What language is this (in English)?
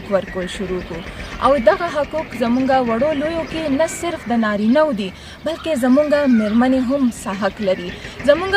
Pashto